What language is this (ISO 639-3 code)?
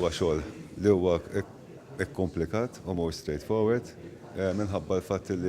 mlt